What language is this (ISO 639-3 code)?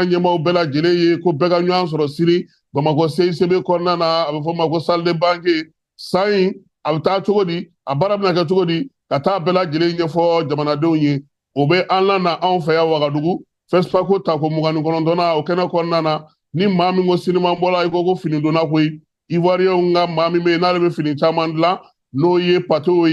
bam